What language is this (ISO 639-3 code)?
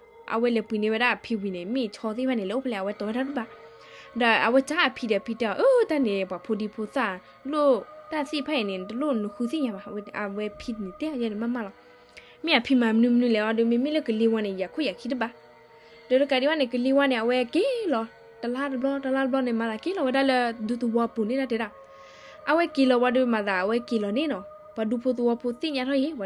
ksw